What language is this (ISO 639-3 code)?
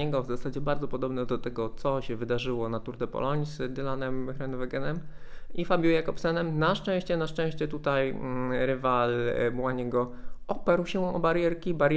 pol